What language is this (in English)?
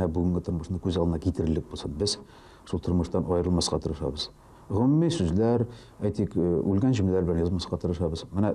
Tatar